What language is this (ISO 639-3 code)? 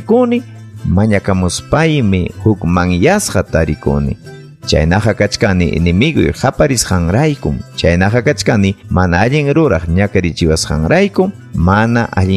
quy